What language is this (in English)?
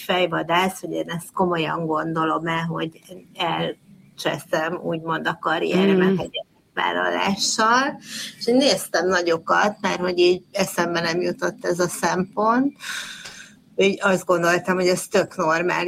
Hungarian